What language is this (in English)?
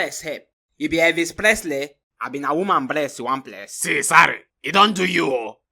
Nigerian Pidgin